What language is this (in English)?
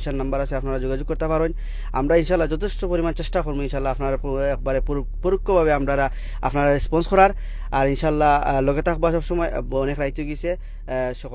Sylheti